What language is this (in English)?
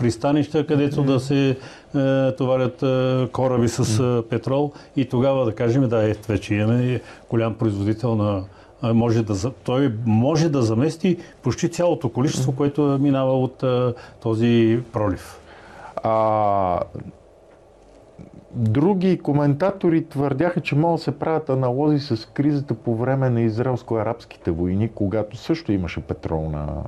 Bulgarian